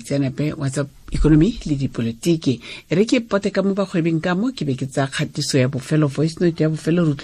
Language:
Tswana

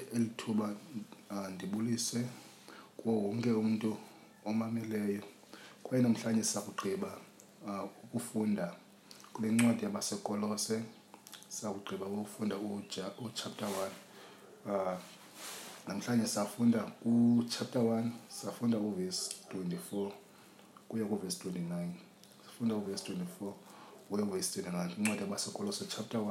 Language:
Xhosa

